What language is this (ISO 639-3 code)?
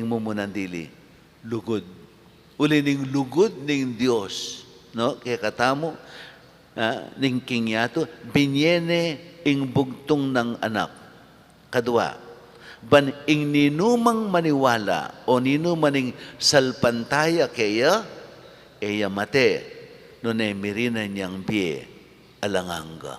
pam